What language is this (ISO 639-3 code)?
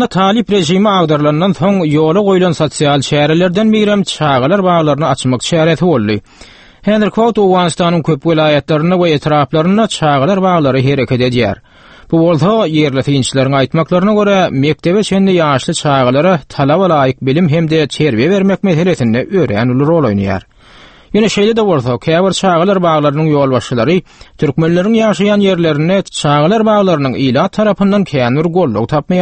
tuk